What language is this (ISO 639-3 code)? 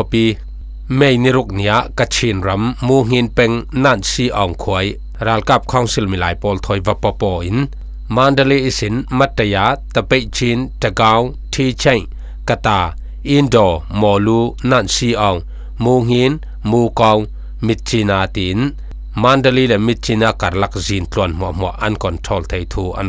cfm